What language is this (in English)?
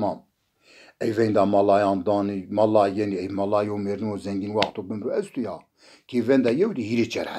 Zaza